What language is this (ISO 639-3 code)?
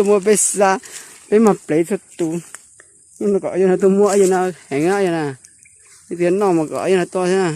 hmn